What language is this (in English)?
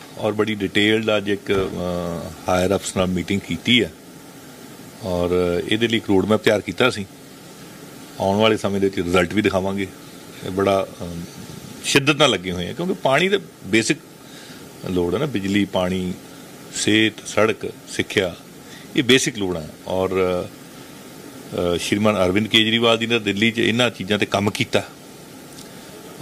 Punjabi